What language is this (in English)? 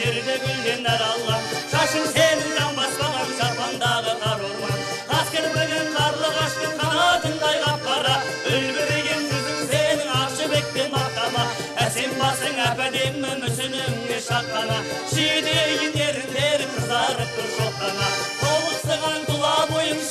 Kazakh